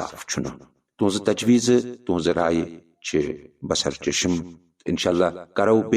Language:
Kashmiri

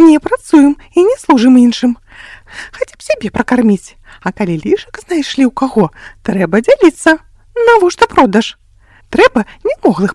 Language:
Belarusian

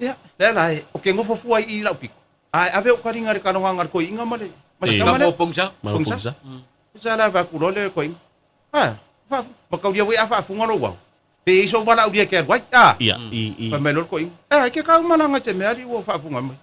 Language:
Samoan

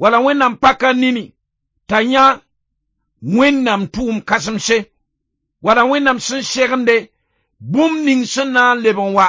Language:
Mossi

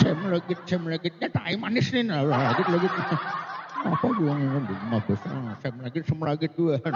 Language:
Banjar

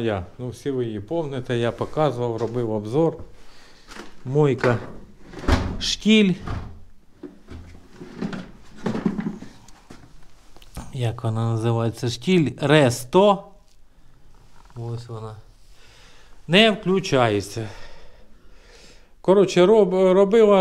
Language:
Ukrainian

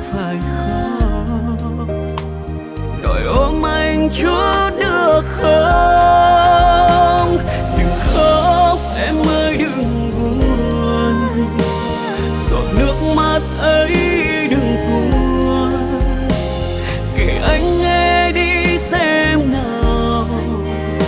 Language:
Vietnamese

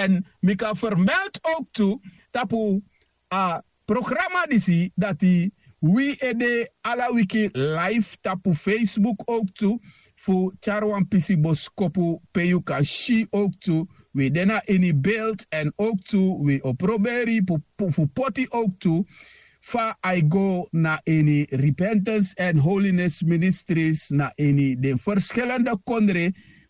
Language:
Sranan Tongo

